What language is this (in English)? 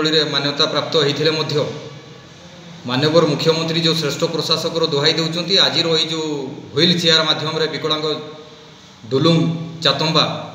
Odia